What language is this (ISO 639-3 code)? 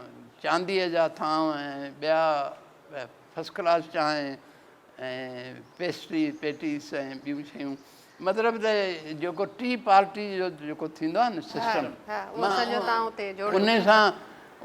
snd